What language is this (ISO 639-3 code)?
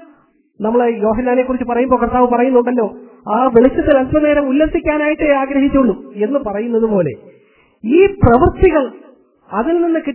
mal